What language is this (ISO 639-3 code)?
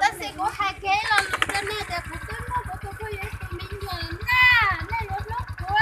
hmn